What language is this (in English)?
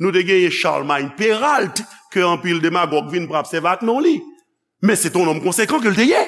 Haitian Creole